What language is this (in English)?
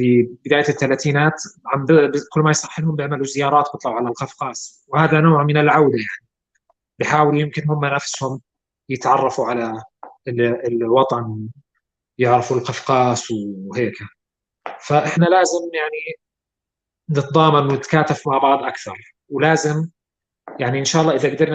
North Levantine Arabic